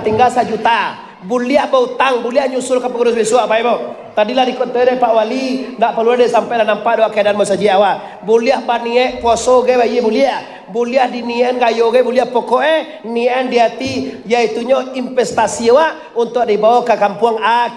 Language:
Minangkabau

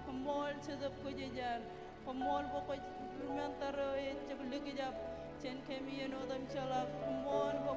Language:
Marshallese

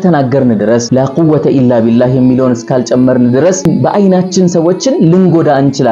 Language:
Amharic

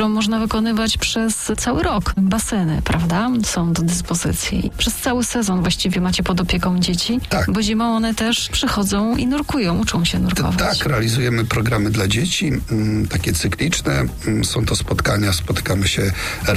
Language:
Polish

